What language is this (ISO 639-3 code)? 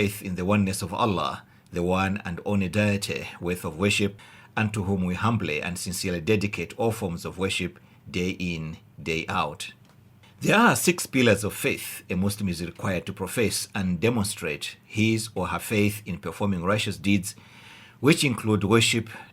eng